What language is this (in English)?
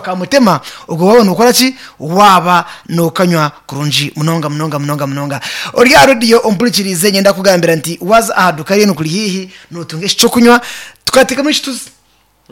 Nyankole